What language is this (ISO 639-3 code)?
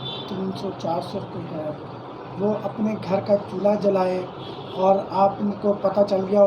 skr